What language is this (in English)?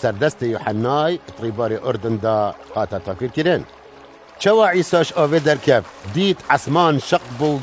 Kurdish